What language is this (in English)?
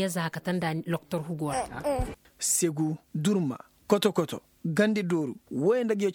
Koyraboro Senni